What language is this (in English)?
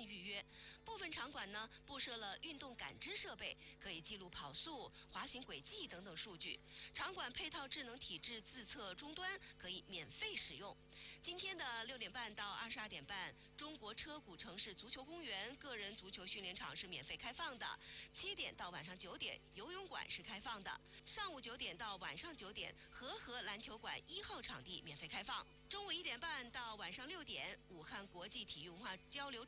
Chinese